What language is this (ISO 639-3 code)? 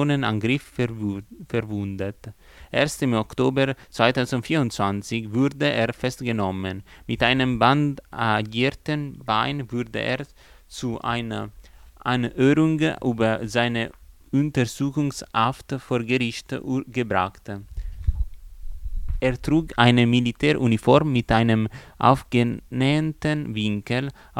deu